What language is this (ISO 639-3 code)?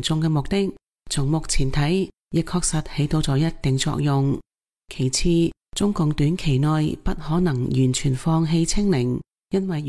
yue